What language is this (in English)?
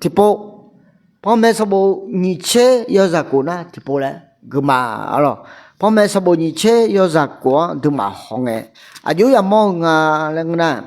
Akha